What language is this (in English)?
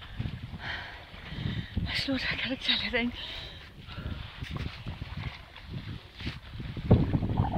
Danish